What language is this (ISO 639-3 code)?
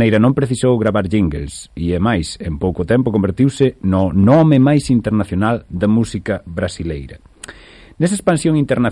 glg